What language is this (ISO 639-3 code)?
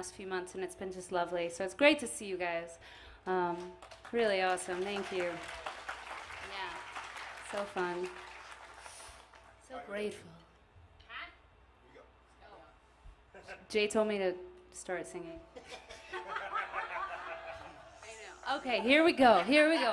eng